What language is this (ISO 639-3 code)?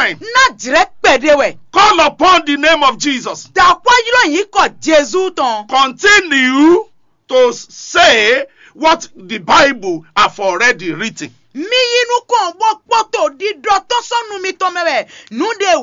fon